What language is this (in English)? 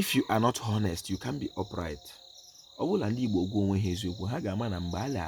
Igbo